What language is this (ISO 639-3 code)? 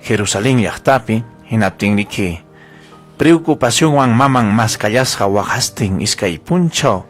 quy